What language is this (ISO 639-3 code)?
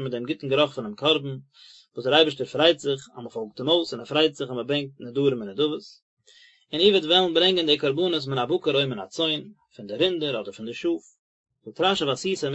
yid